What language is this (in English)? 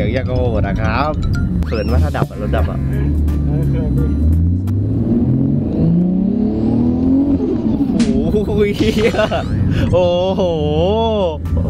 Thai